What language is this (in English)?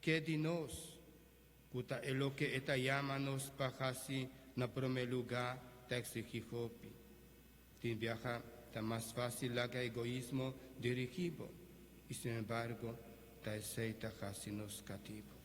Papiamento